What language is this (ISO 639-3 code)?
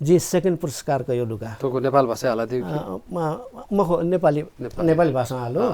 new